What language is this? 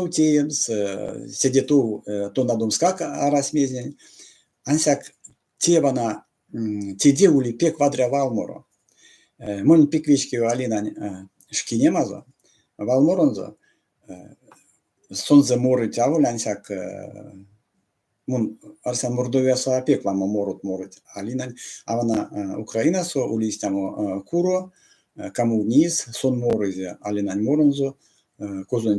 Erzya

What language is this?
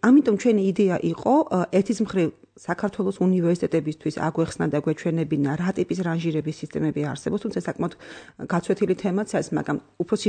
Georgian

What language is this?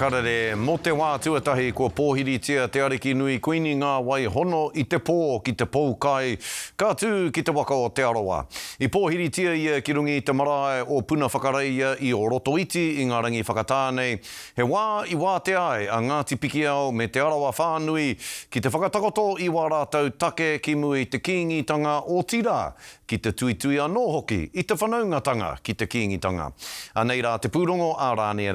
Māori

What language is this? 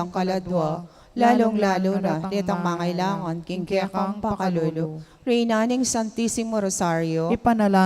Pampanga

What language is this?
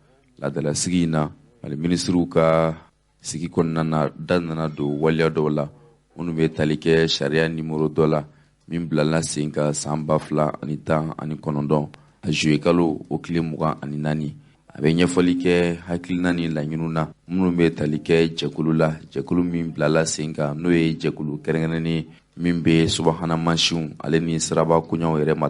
Bambara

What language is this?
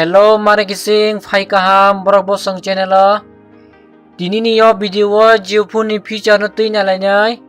Kok Borok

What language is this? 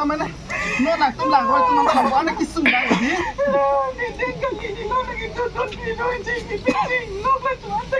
Karbi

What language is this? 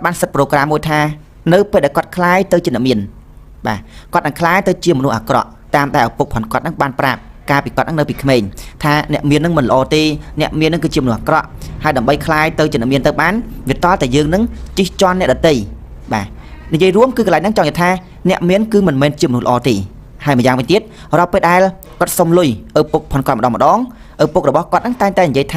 Khmer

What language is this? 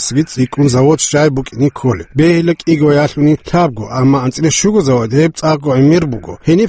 Avaric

